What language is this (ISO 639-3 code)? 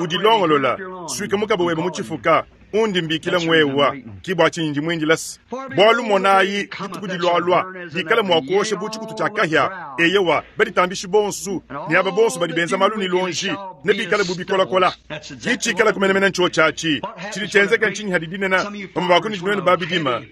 lua